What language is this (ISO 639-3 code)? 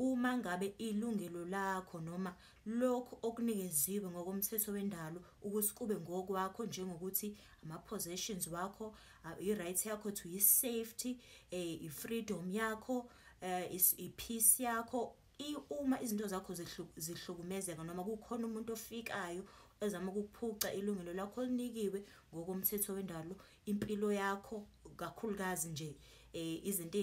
zul